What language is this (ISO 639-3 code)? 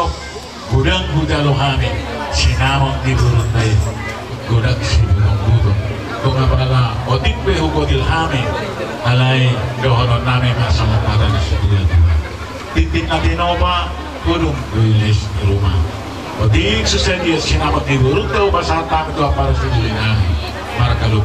bbc